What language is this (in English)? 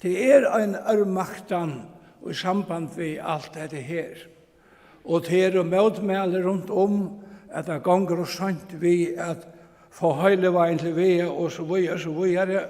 Faroese